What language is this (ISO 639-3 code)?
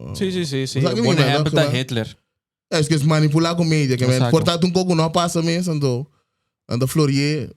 pap